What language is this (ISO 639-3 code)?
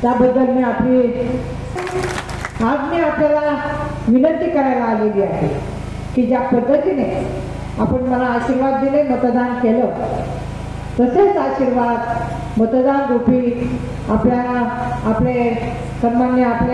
mar